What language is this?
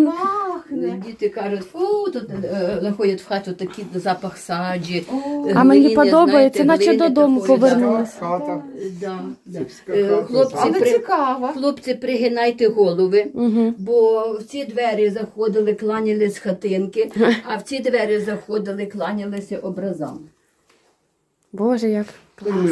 Ukrainian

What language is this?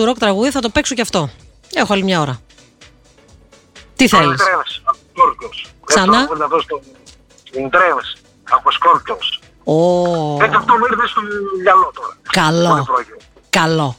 Greek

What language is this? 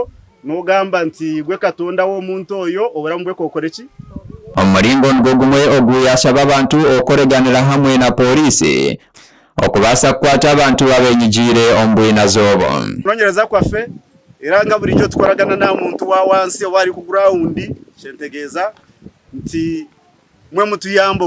Nyankole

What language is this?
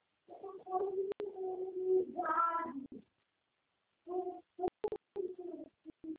Portuguese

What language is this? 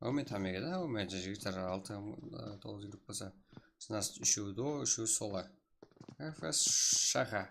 Kara-Kalpak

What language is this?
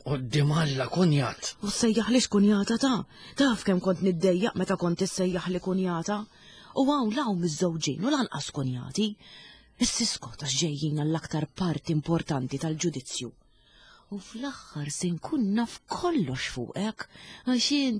Maltese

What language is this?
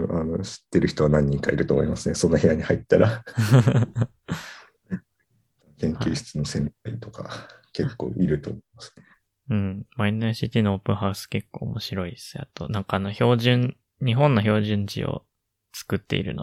Japanese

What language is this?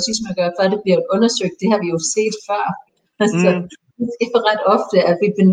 Danish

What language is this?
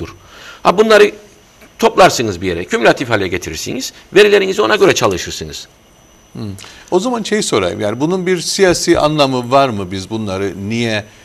Turkish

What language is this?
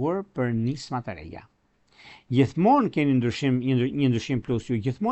Albanian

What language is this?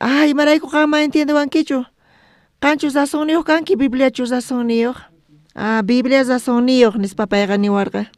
South Bolivian Quechua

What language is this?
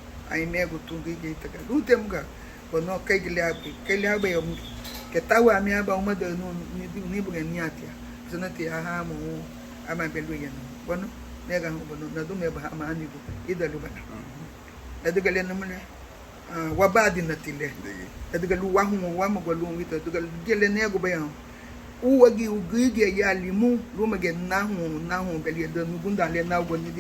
Garifuna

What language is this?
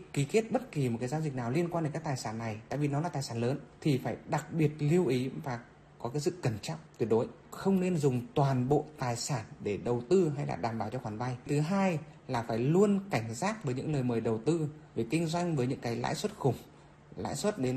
Vietnamese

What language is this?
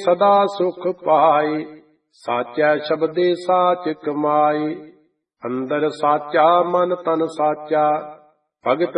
Punjabi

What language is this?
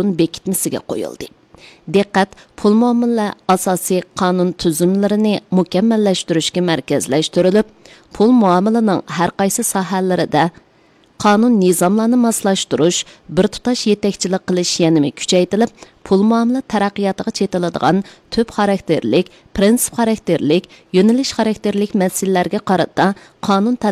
Uyghur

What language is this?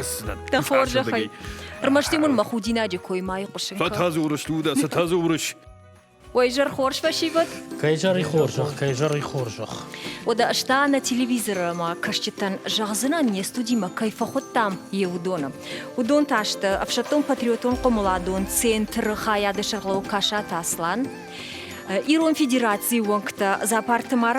Ossetic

